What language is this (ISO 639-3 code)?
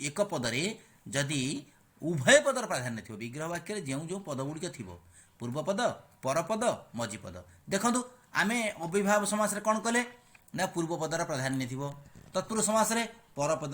ori